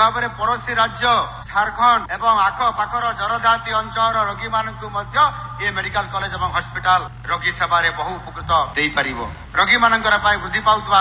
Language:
Odia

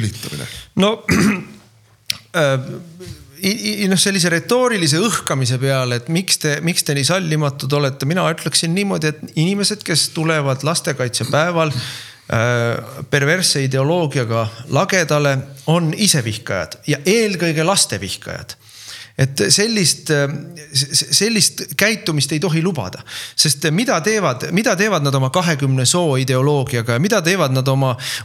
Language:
Estonian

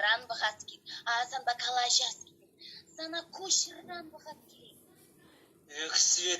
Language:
Chuvash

